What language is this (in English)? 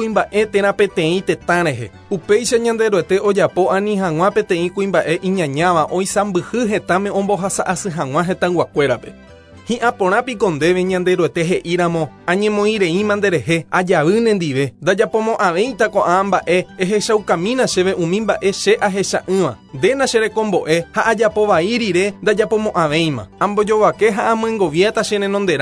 Guarani